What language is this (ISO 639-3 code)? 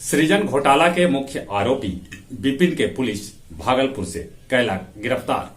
mag